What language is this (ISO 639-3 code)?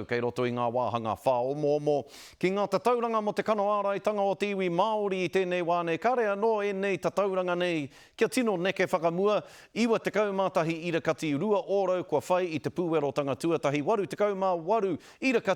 mri